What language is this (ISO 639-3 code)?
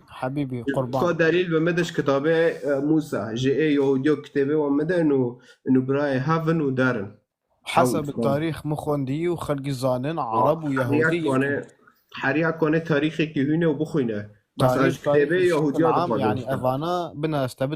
kur